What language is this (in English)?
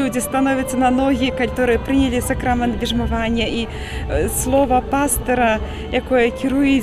Belarusian